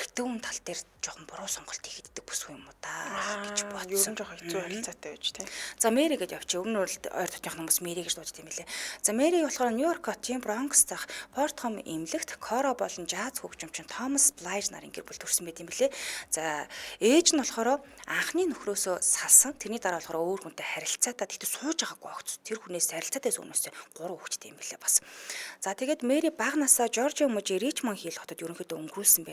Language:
Mongolian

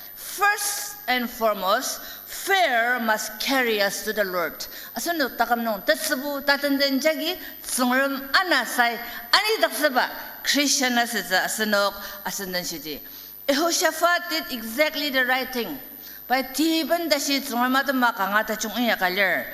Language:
Ao Naga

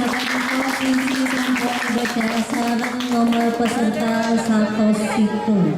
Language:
Madurese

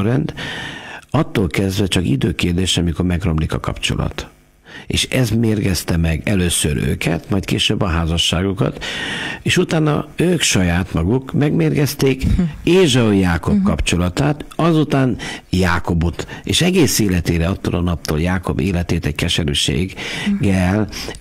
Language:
Hungarian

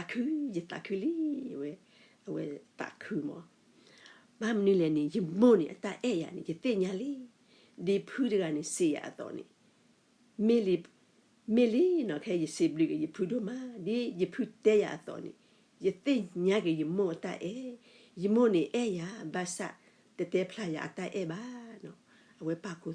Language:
S'gaw Karen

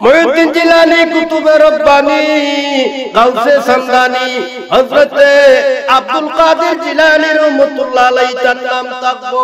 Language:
Sylheti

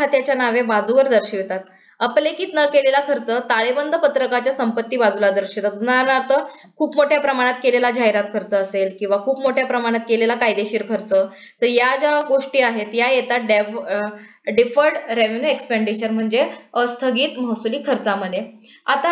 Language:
Marathi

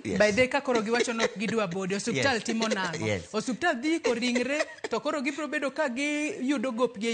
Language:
Luo (Kenya and Tanzania)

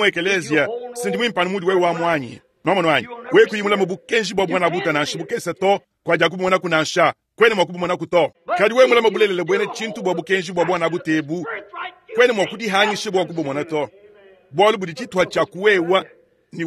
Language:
Luba-Lulua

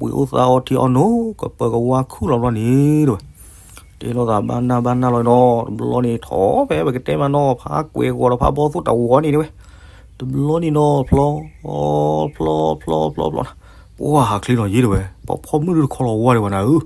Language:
S'gaw Karen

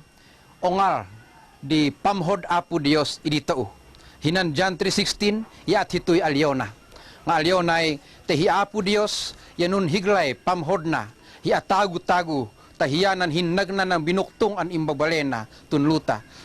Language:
Tuwali Ifugao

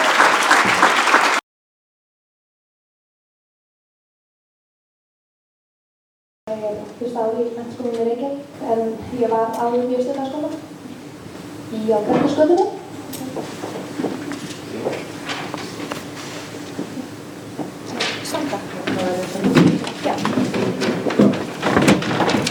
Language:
Icelandic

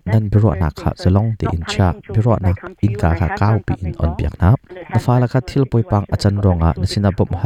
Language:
Hakha Chin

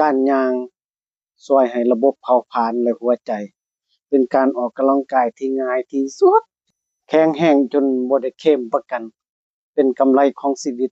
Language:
Lao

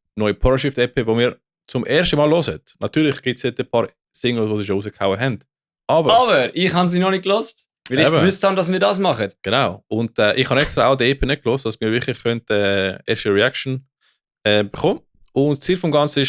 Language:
Swiss German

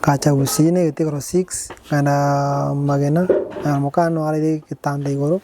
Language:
Gusii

